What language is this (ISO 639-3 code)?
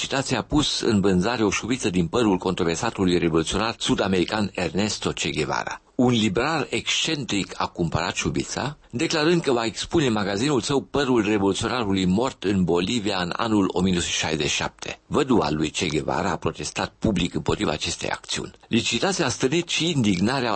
ron